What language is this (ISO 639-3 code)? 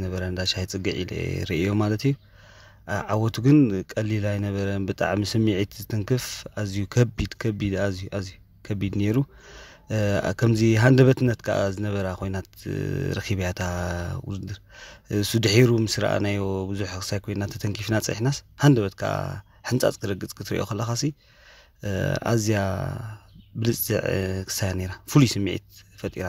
tir